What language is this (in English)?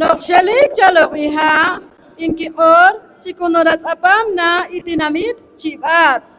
Poqomchi'